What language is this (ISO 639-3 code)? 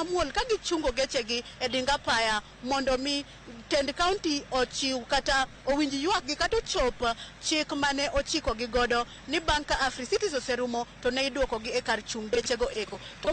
luo